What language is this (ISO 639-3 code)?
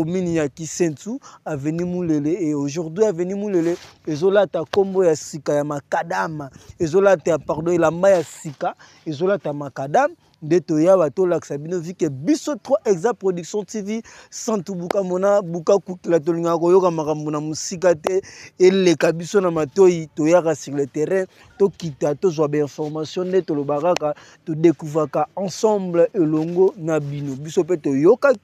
lin